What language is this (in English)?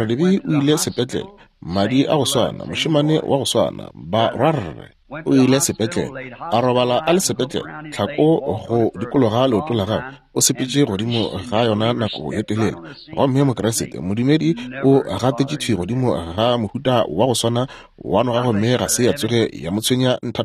Northern Sotho